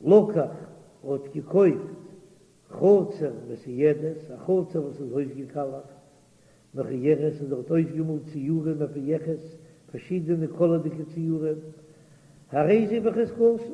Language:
Yiddish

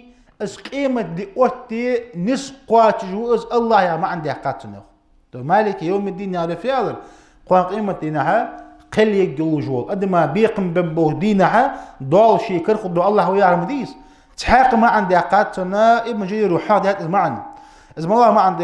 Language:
Ingush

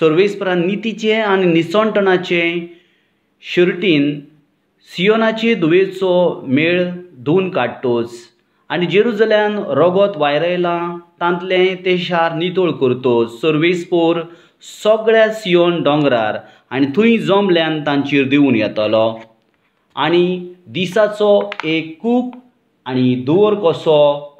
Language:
Konkani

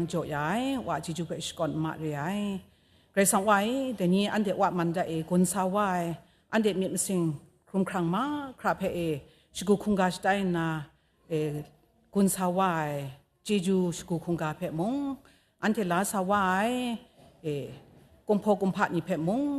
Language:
Kachin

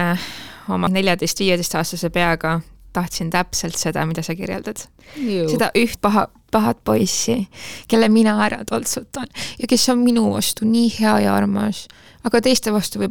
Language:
Estonian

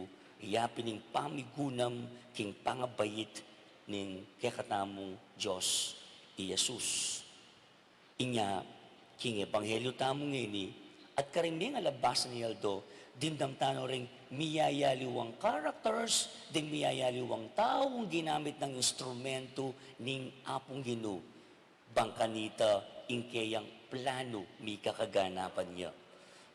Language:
Pampanga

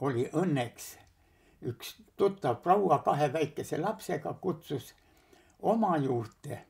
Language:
Estonian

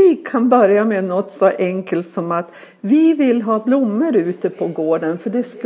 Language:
Swedish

